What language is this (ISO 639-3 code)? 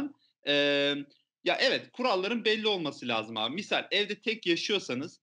tur